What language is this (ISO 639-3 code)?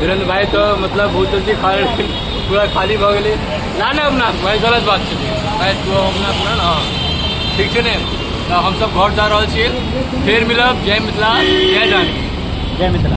mai